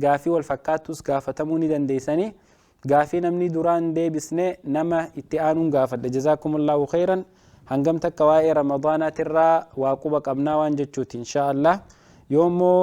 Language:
Oromo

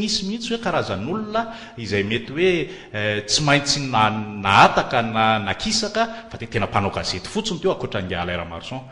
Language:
Malagasy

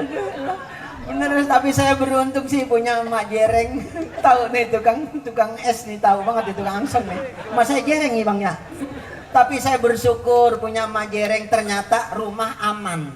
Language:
Betawi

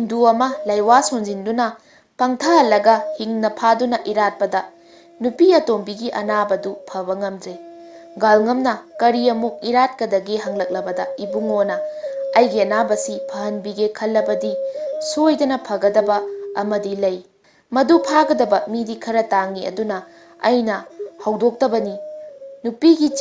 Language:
Manipuri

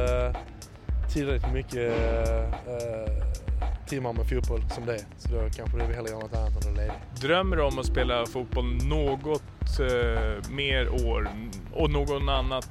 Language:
Swedish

